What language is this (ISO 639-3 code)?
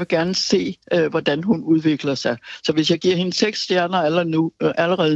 dan